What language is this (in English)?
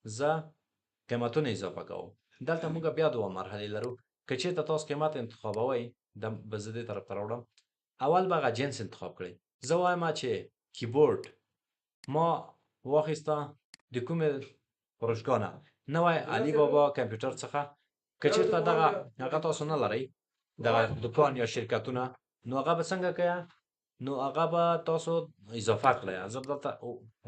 Pashto